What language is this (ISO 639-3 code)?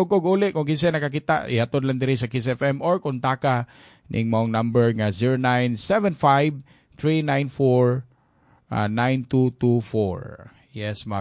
ceb